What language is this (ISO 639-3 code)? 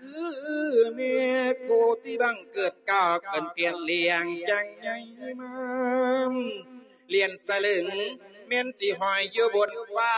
lao